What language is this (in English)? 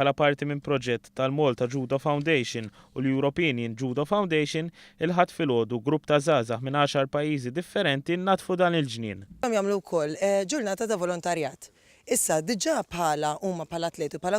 Maltese